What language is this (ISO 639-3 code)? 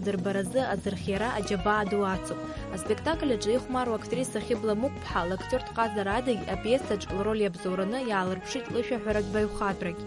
abk